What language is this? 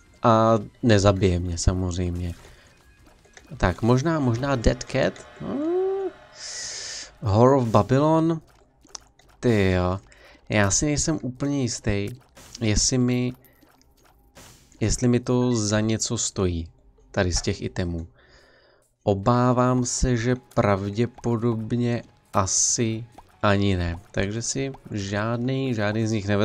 Czech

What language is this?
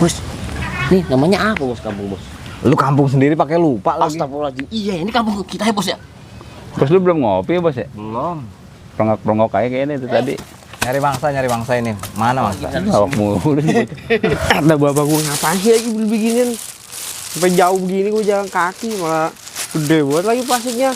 Betawi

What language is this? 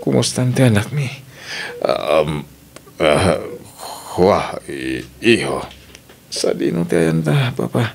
Iloko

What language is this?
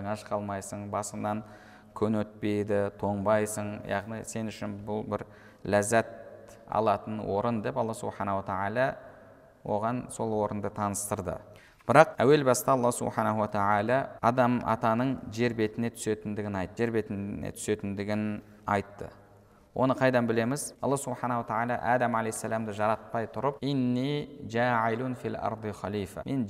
Kazakh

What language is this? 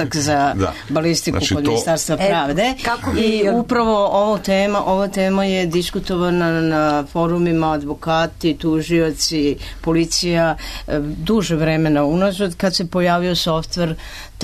Serbian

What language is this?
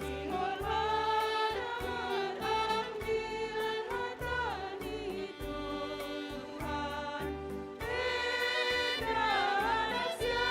Batak Simalungun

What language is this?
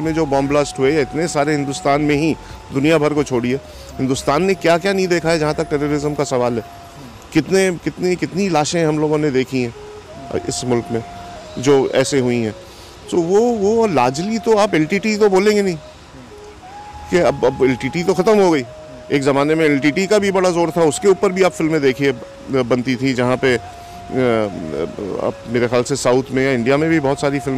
Hindi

